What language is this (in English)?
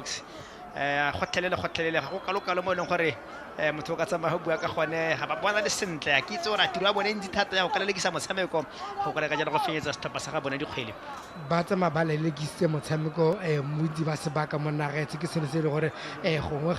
Tswana